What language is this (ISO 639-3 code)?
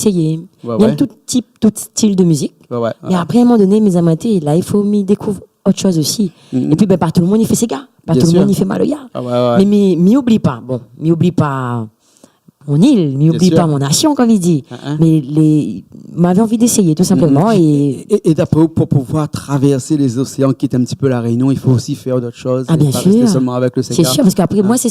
rcf